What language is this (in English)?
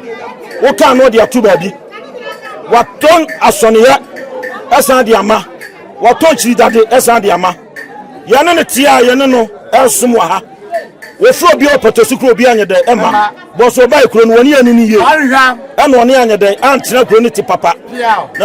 Akan